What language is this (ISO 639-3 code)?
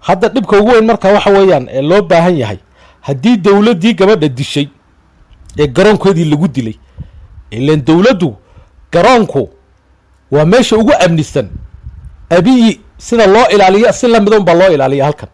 som